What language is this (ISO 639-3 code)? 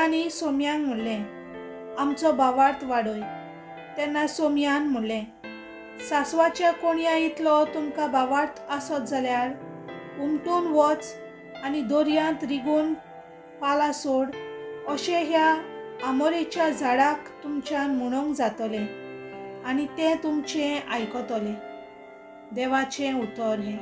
kok